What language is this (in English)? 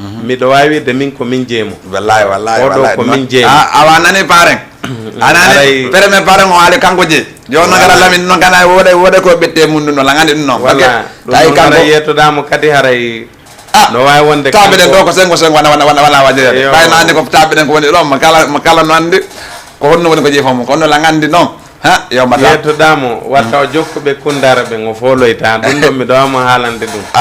Fula